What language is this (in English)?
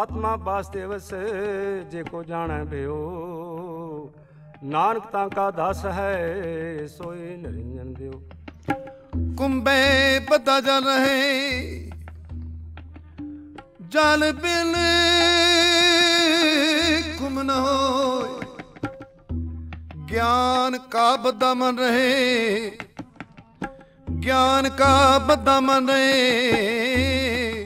Punjabi